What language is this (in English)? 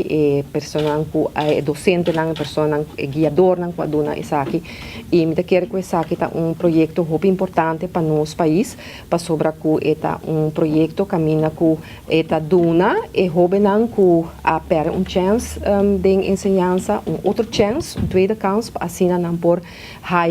Papiamento